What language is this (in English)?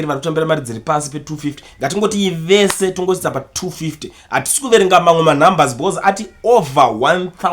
Shona